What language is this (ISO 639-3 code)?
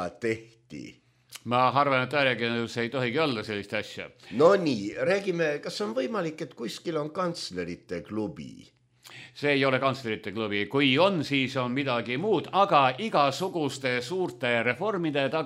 est